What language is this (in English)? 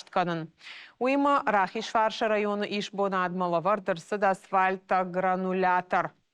Ossetic